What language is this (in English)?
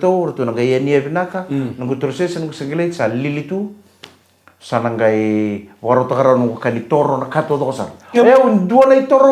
Fijian